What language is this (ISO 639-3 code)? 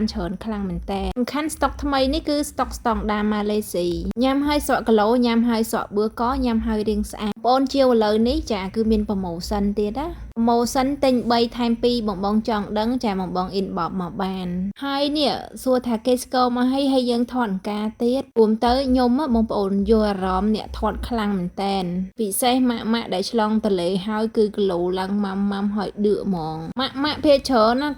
khm